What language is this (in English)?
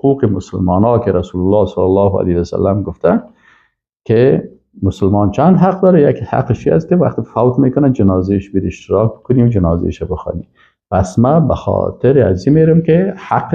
Persian